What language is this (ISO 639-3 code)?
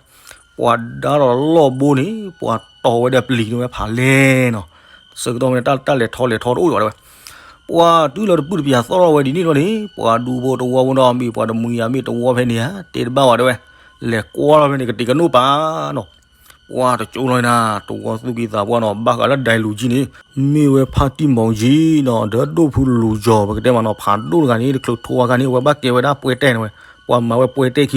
ksw